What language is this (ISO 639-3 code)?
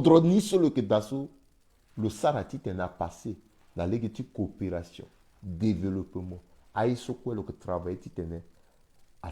sag